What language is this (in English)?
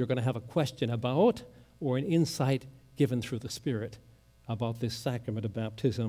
English